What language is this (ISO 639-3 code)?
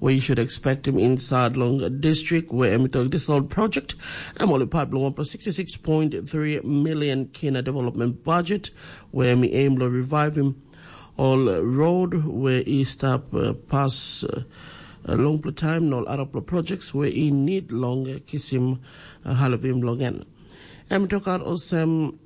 tpi